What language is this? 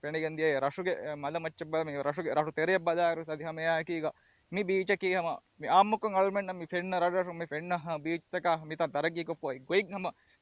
Divehi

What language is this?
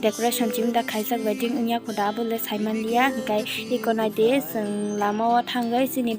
Kok Borok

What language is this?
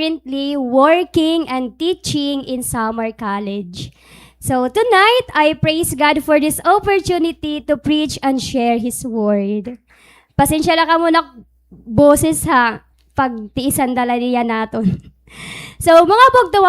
Waray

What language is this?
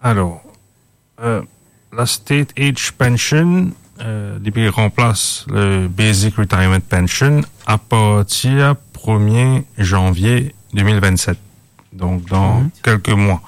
Morisyen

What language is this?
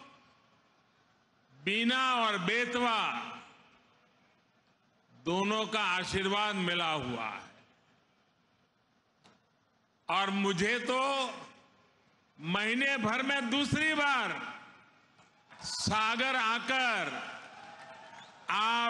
Hindi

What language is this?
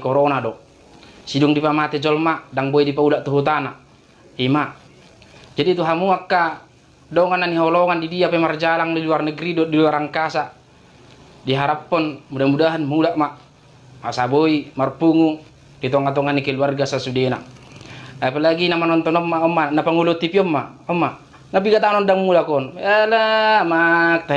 Batak Toba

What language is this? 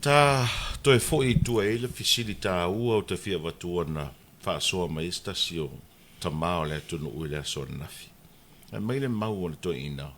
Samoan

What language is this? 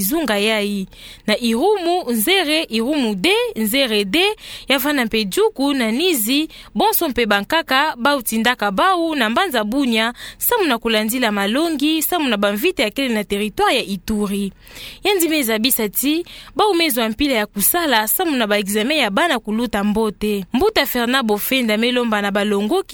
Kituba (Democratic Republic of Congo)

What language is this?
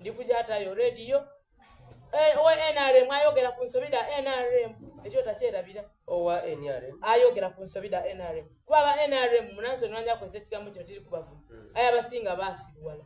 Soga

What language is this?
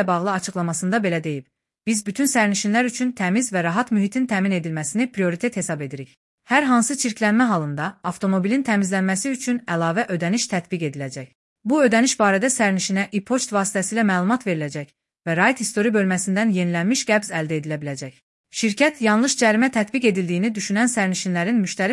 Azerbaijani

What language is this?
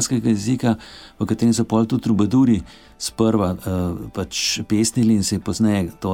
Slovenian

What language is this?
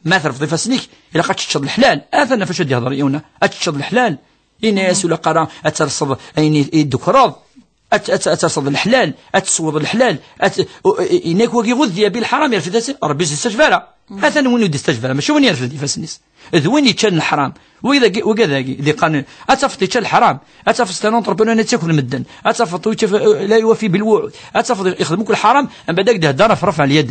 Kabyle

